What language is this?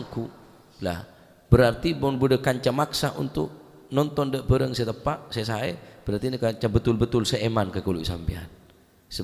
Madurese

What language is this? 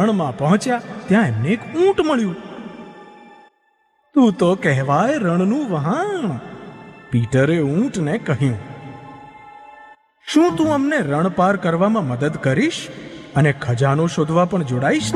Gujarati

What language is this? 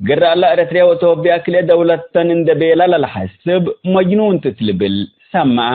Tigre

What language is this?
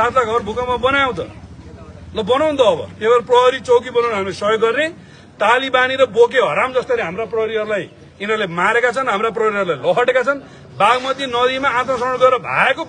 Nepali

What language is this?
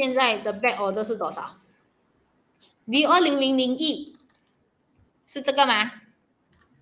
Chinese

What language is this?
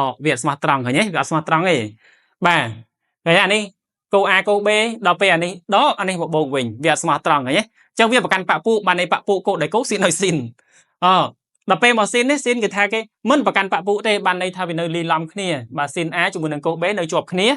Khmer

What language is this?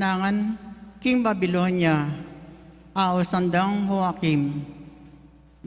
Pampanga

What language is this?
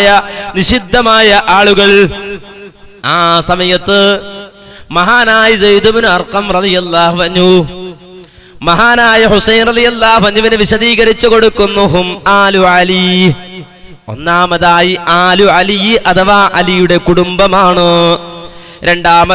Malayalam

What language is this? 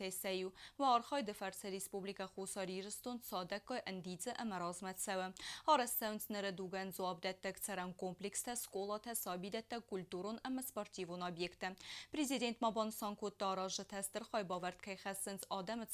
Ossetic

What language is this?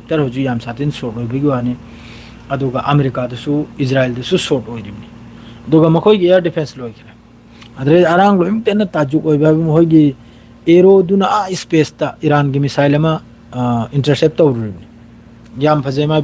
Manipuri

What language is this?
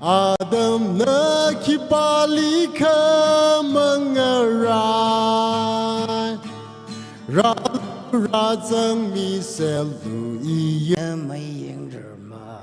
Tangkhul Naga (India)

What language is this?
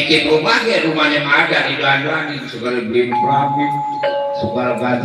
Betawi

